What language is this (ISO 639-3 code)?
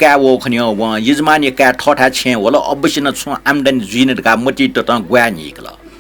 new